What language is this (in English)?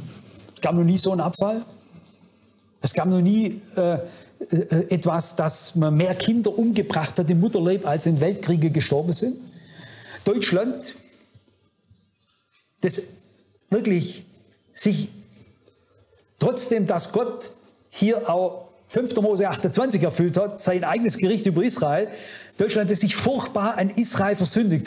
German